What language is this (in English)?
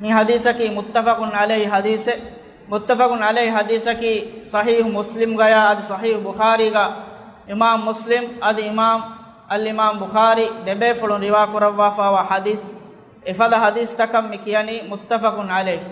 Divehi